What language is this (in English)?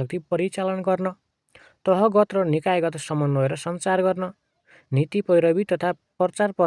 Nepali